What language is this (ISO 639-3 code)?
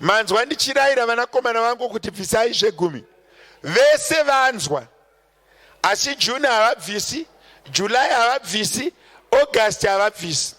sna